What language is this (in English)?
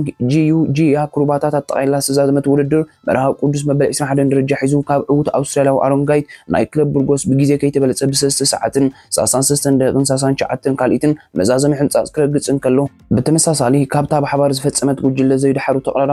Tigrinya